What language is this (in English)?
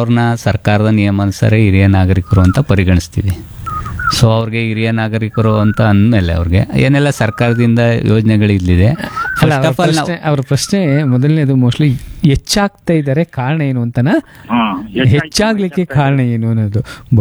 Kannada